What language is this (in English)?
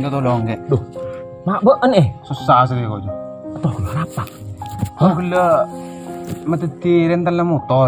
Madurese